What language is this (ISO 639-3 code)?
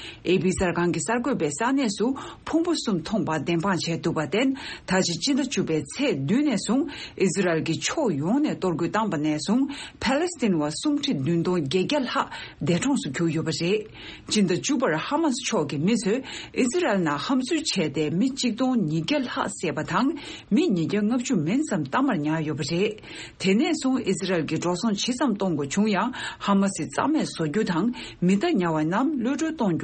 bod